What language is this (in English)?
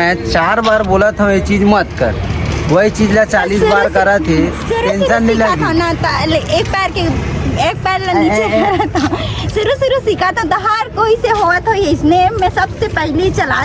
Chhattisgarhi